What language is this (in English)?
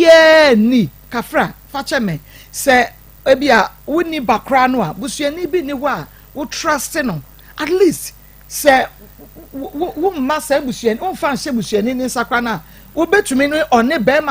Akan